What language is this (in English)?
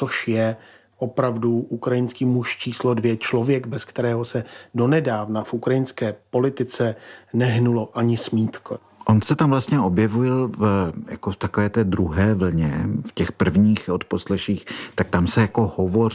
Czech